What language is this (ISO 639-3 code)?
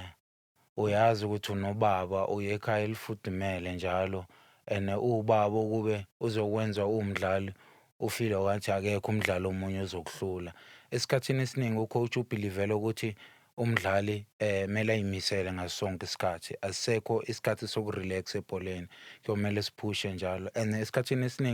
zul